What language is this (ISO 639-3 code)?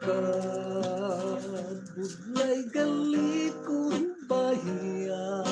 hil